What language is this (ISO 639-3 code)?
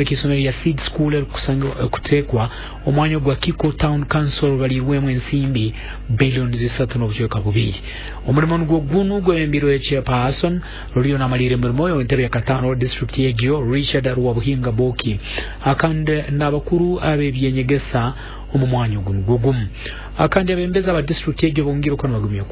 nyo